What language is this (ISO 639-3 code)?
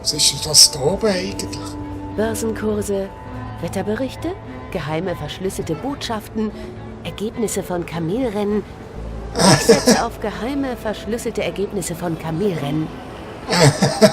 gsw